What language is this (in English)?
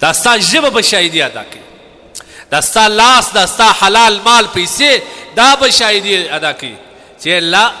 Pashto